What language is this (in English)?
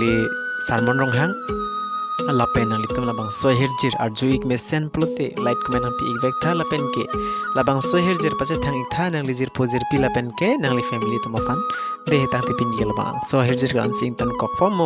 Karbi